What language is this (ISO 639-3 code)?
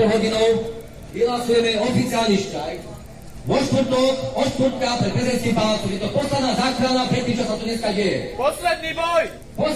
slk